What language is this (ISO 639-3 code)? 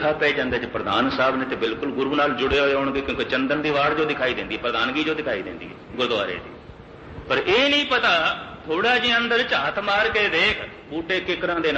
pan